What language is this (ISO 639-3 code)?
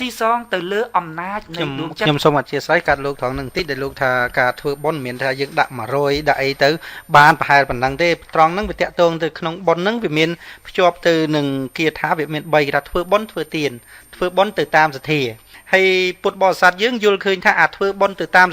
khm